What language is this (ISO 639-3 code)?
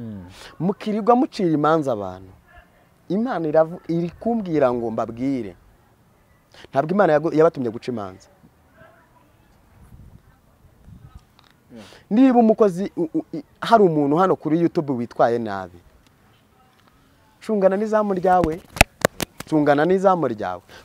kin